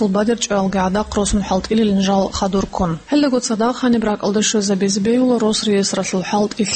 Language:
Avaric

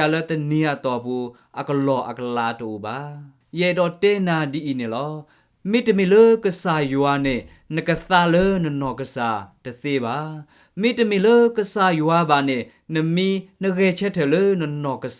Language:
S'gaw Karen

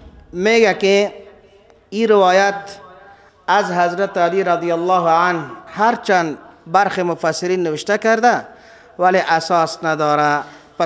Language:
Persian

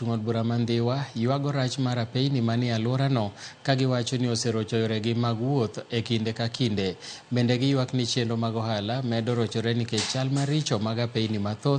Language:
Luo (Kenya and Tanzania)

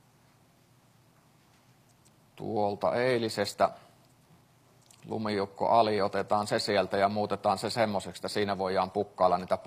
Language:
Finnish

